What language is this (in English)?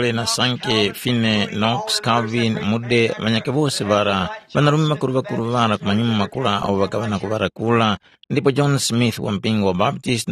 Tumbuka